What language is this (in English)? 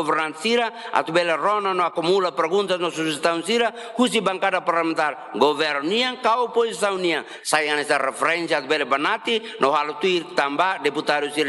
Tetum